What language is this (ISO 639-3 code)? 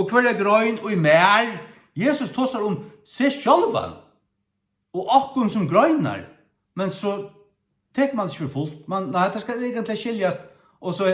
fao